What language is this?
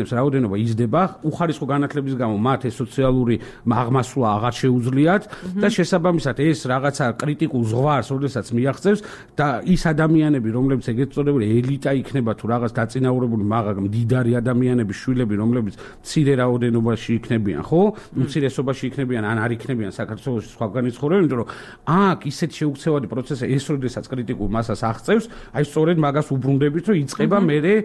Georgian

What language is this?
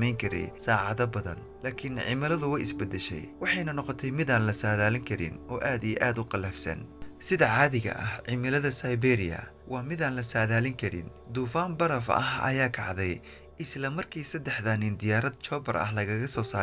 Somali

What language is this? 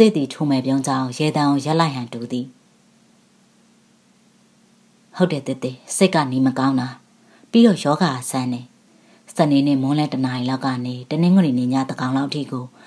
Burmese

